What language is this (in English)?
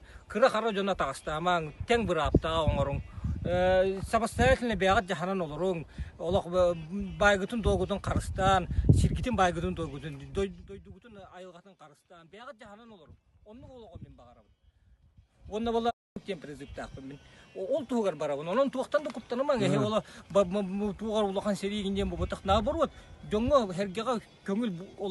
Yakut